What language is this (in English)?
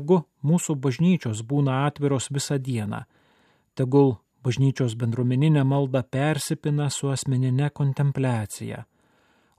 Lithuanian